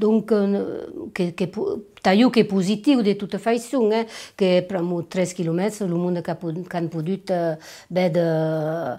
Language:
Occitan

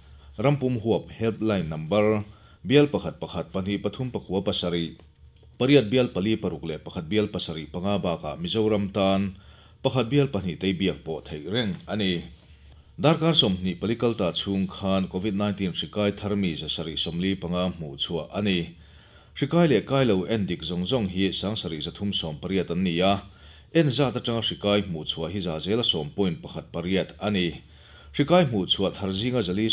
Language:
Mizo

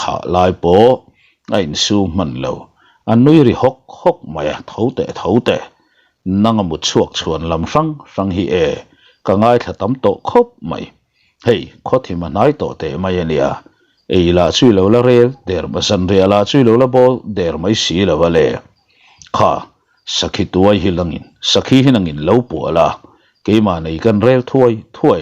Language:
Mizo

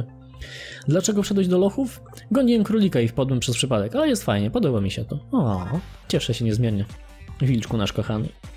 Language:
Polish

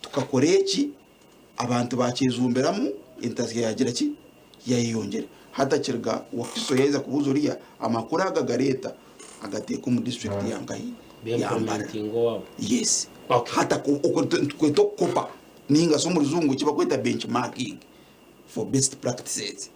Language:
Nyankole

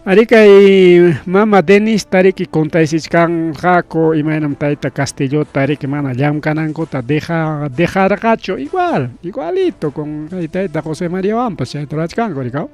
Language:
Ayacucho Quechua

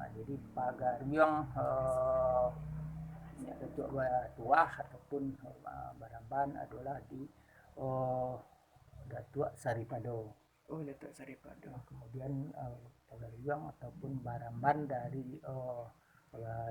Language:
Minangkabau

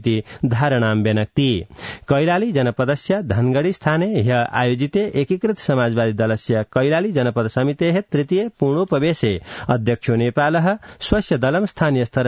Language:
Sanskrit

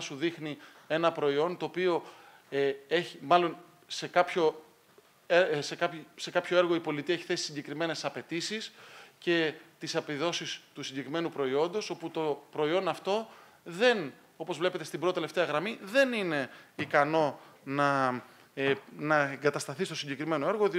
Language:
Greek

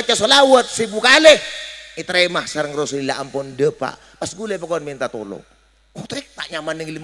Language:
Madurese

